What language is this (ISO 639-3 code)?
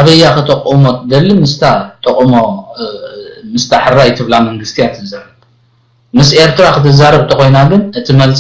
tir